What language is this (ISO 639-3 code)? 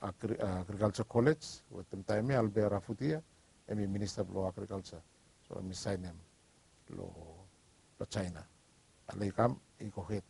bis